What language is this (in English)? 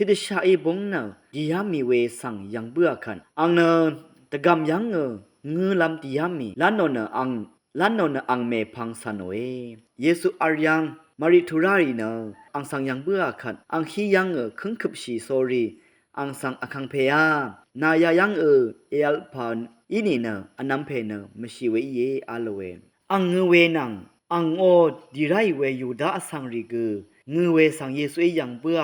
Rawang